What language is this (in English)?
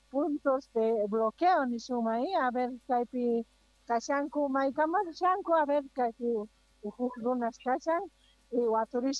South Bolivian Quechua